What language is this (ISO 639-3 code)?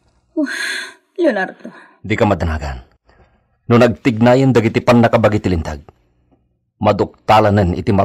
ilo